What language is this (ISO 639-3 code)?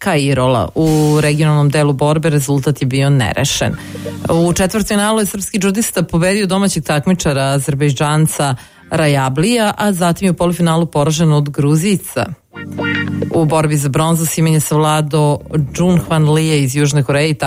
srp